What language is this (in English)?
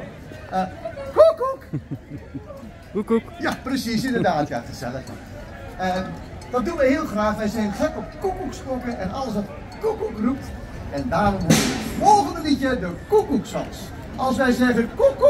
Dutch